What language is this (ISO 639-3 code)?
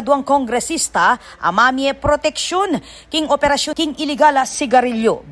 pam